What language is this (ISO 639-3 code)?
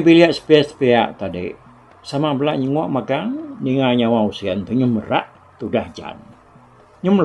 iba